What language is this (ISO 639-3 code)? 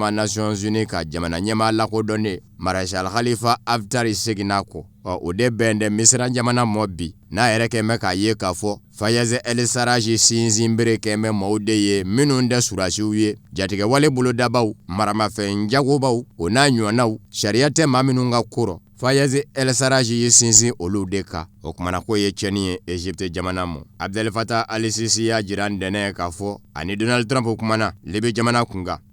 bam